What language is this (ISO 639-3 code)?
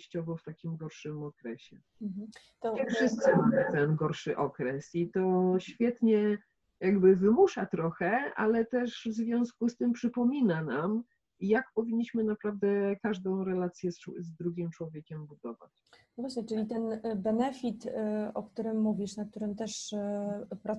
pol